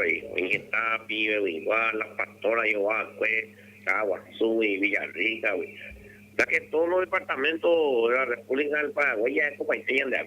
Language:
Guarani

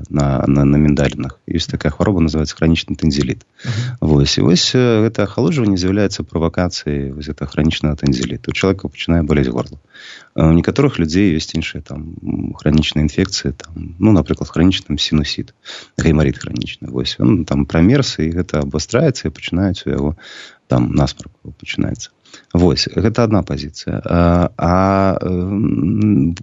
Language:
Belarusian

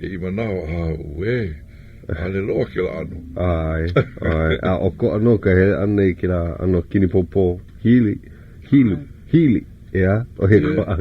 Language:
Hawaiian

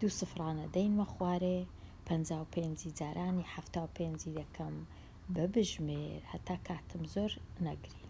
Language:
Central Kurdish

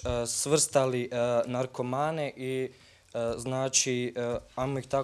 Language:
Bosnian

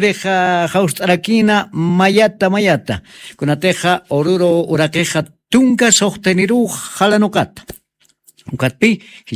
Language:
Aymara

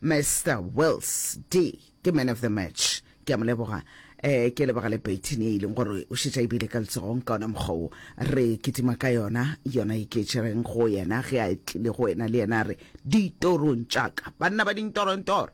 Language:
Northern Sotho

